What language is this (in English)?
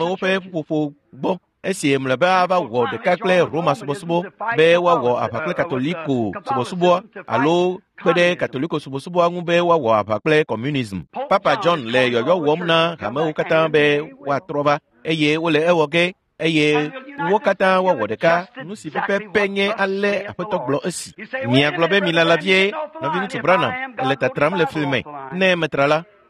Ewe